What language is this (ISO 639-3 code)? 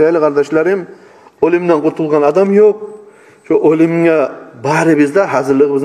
kum